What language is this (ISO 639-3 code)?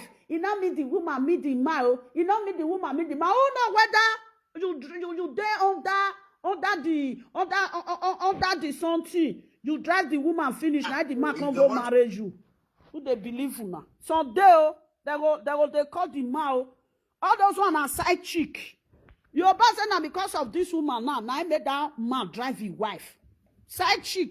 pcm